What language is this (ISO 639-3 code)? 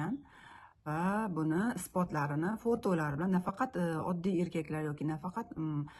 uzb